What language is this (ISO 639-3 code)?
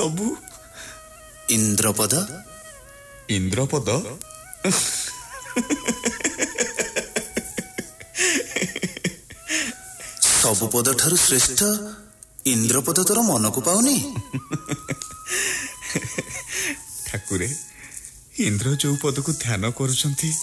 ori